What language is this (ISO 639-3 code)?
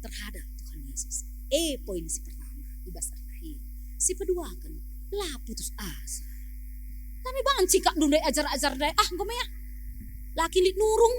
btx